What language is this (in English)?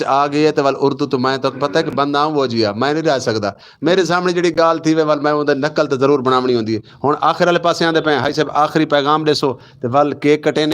Western Panjabi